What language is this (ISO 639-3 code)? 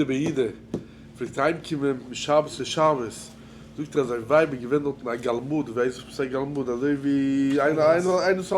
yid